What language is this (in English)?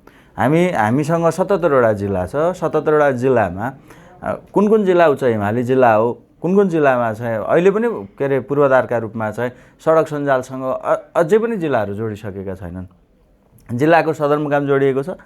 Nepali